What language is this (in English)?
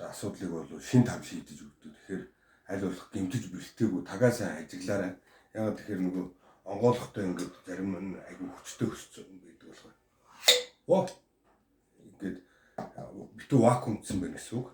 Mongolian